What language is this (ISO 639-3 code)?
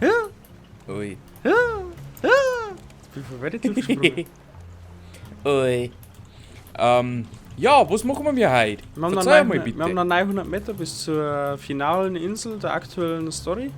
bar